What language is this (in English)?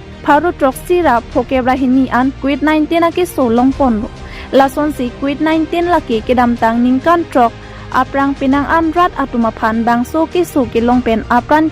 Karbi